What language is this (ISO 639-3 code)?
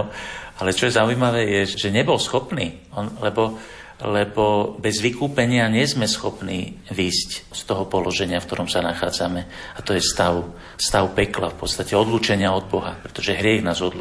slk